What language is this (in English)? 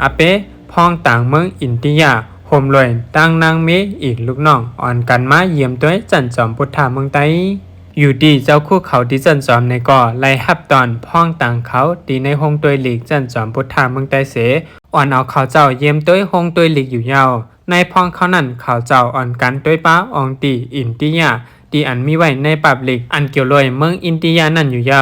Shan